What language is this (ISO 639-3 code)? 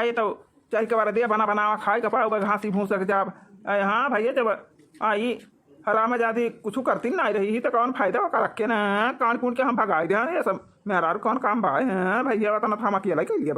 awa